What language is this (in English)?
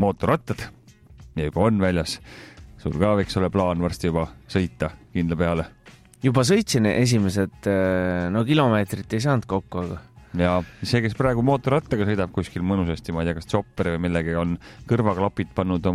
Estonian